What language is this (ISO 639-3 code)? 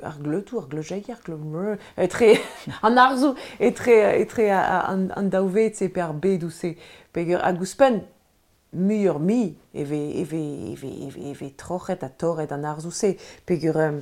bre